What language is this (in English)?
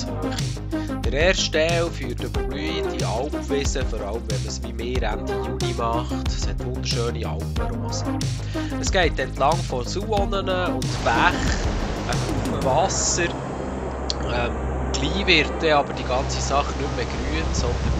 Swiss German